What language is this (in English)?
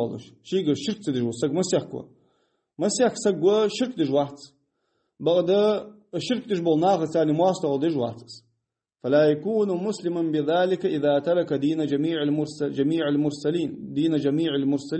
Ingush